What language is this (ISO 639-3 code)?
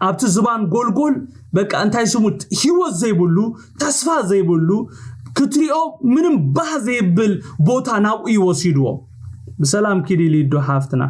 tir